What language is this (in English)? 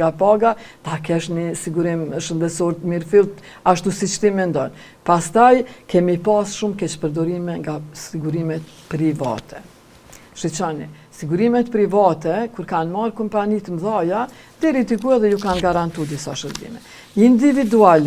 Albanian